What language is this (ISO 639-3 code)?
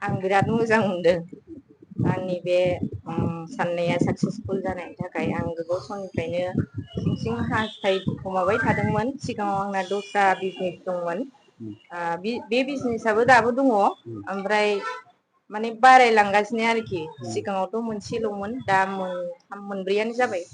brx